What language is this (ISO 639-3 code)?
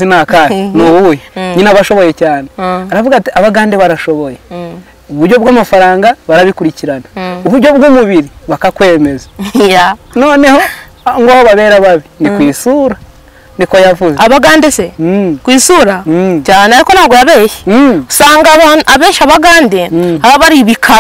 kin